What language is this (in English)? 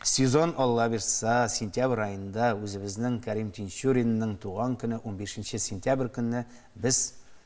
Tatar